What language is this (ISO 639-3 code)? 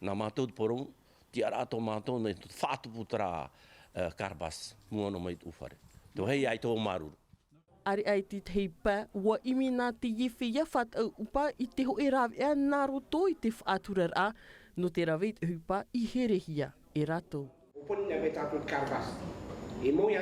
tah